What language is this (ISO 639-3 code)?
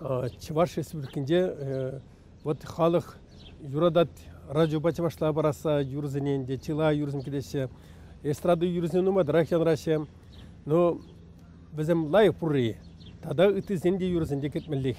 chv